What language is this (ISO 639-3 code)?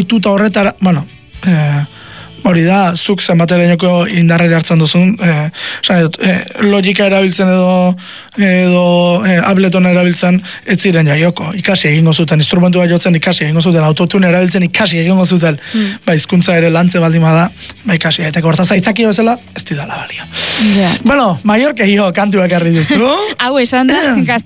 eus